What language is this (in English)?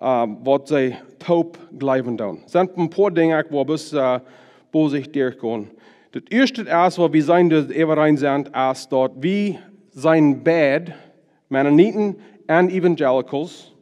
Plautdietsch